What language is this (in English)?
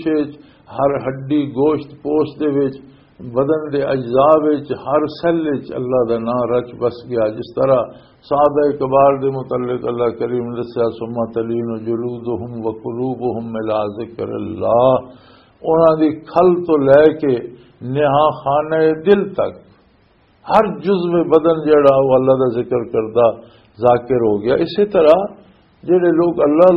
Western Panjabi